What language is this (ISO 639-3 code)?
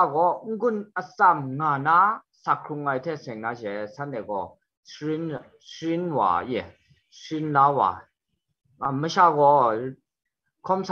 kac